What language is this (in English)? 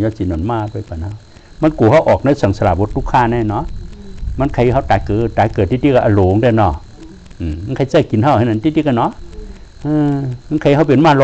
Shan